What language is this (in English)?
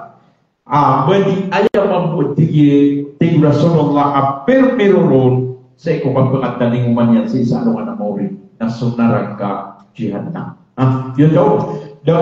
Maranao